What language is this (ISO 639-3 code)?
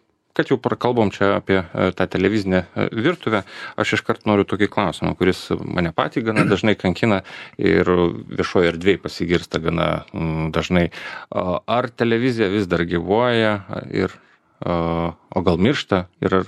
lit